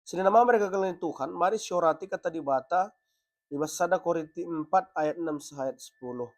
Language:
Batak Karo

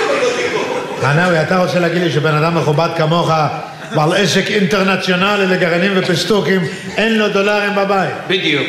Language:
Hebrew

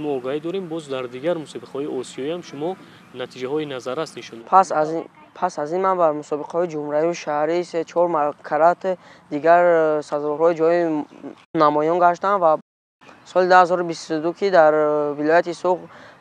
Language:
Tajik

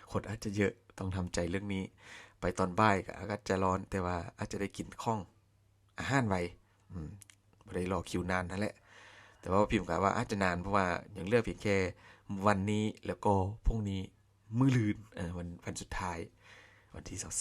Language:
Lao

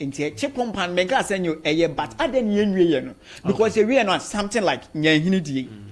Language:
Akan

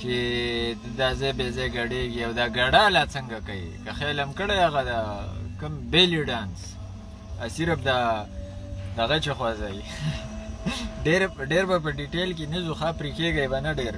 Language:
Pashto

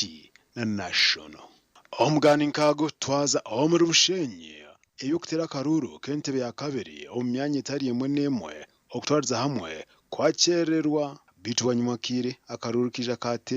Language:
Nyankole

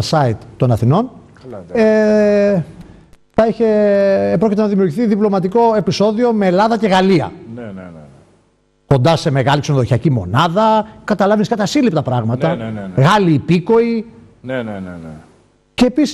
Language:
Greek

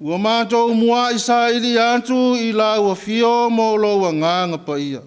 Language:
Samoan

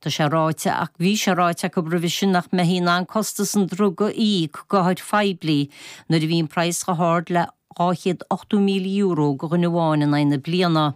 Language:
Irish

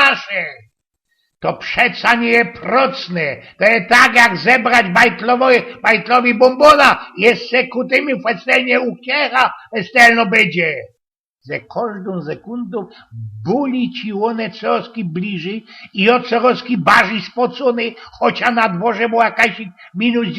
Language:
Silesian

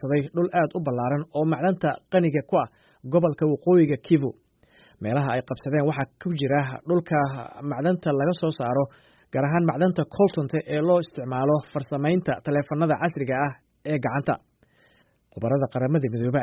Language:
Somali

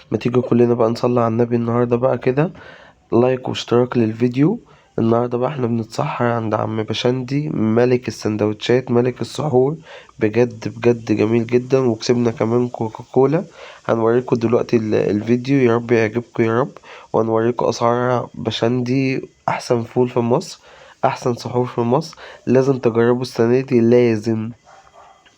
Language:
Egyptian Arabic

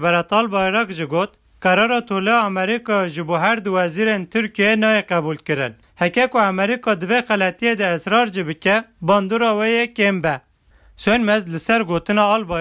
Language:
Kurdish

